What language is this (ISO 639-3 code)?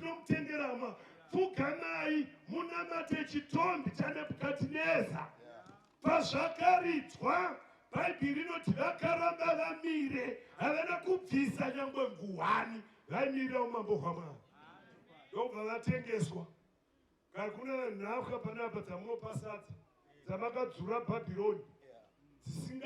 sna